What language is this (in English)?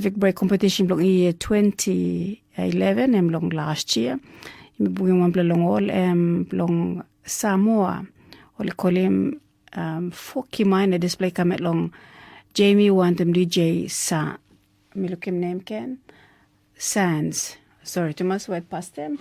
Tok Pisin